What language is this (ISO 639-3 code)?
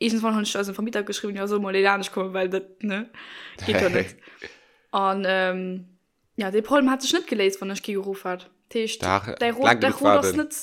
ltz